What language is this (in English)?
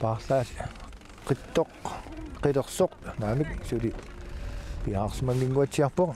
Kalaallisut